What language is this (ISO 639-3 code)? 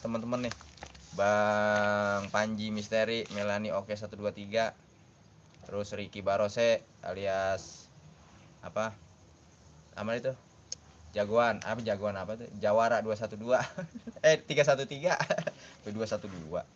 bew